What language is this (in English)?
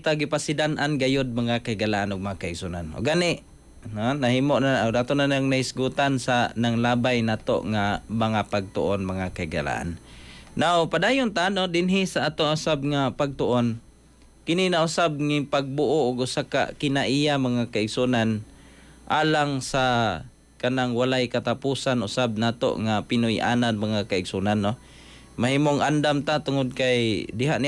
Cebuano